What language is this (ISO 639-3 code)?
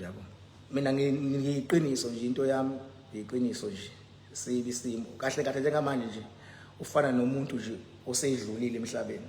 zul